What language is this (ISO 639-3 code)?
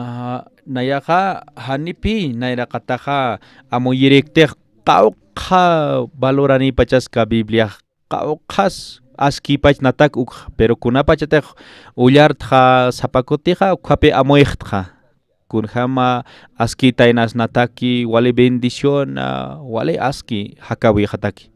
aym